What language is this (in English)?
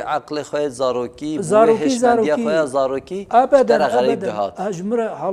Kurdish